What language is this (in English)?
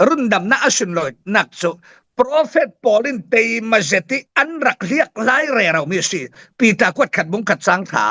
Falam Chin